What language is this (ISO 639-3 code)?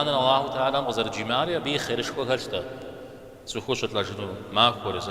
kbd